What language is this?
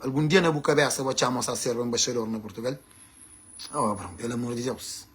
Kabuverdianu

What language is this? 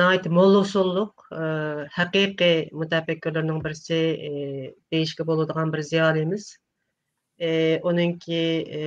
Uyghur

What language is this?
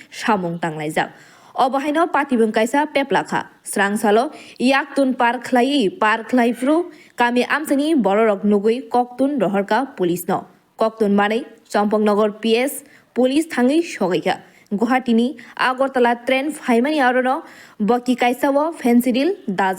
Kok Borok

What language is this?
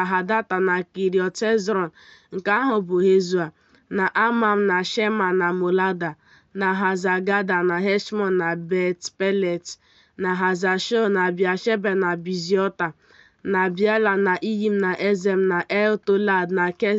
Igbo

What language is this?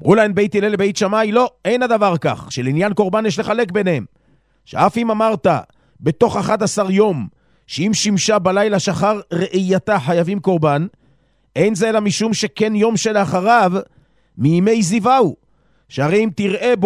Hebrew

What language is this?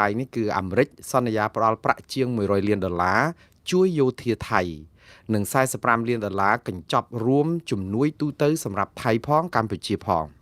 Khmer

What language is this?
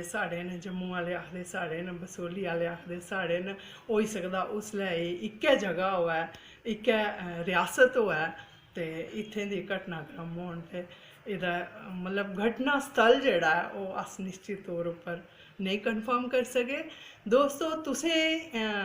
Dogri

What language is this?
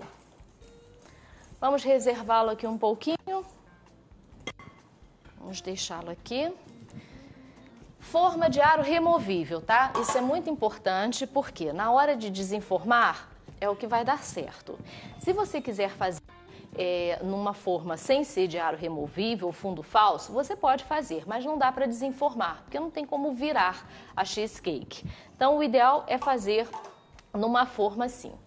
Portuguese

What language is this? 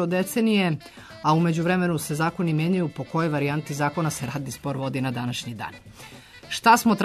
Serbian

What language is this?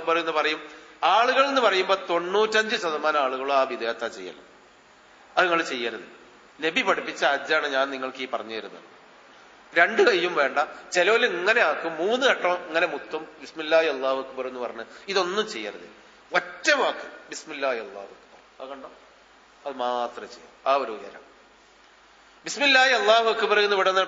Malayalam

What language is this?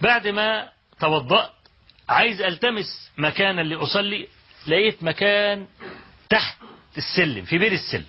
Egyptian Arabic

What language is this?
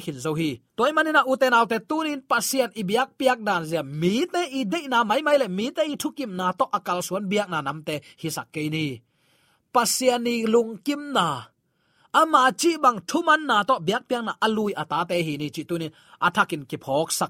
Tedim Chin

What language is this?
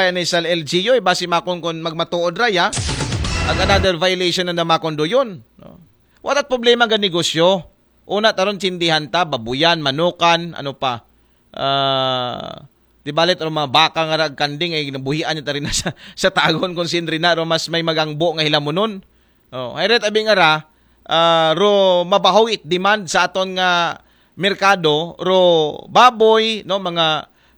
Aklanon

